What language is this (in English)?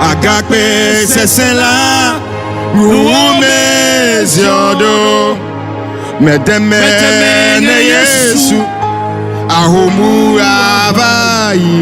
Ewe